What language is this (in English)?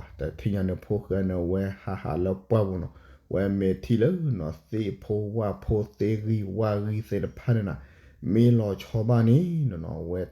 S'gaw Karen